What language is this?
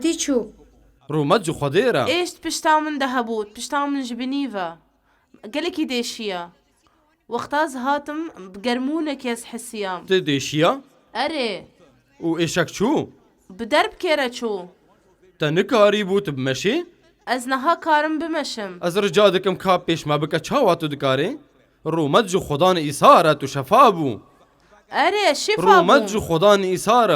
Kurdish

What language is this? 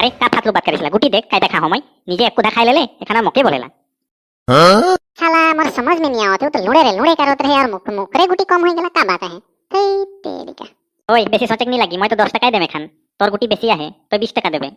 Sadri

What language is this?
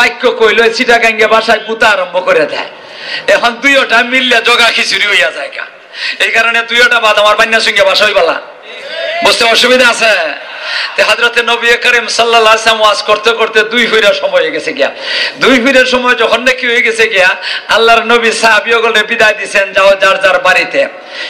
Sylheti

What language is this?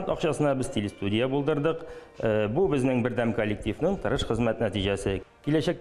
Tatar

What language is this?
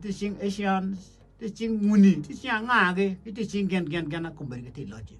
Acoli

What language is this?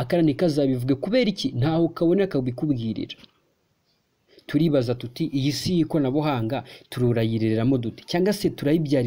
Kinyarwanda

